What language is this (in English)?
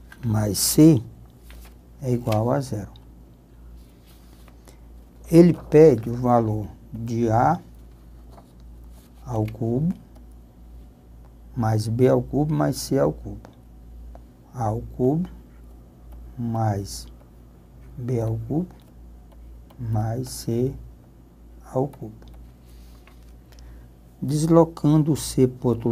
Portuguese